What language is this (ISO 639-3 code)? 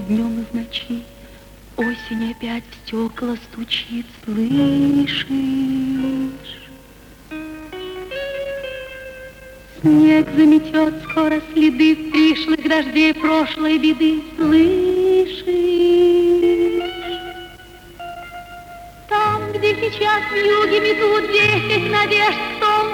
rus